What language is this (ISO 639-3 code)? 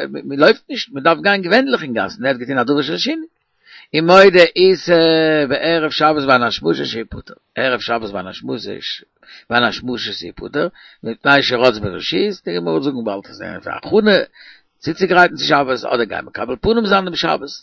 yid